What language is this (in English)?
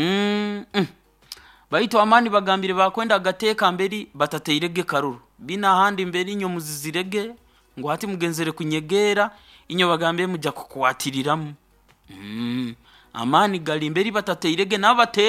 Nyoro